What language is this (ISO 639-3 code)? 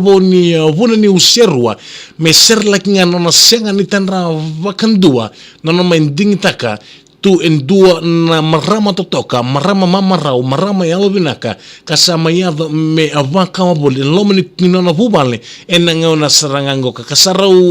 fij